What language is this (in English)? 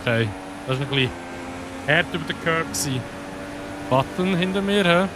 Swiss German